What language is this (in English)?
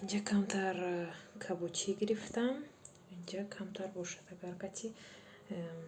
Tajik